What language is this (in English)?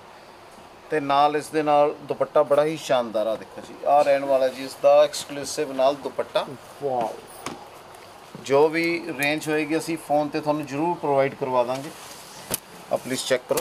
Punjabi